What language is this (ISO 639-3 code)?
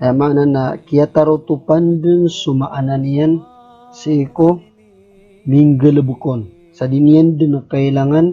mrw